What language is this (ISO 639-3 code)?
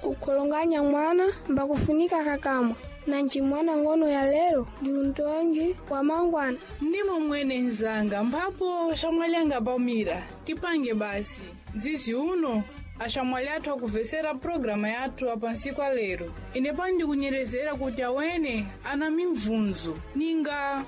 seh